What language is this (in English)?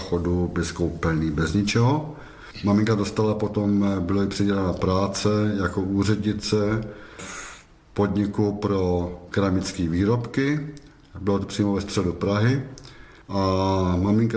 Czech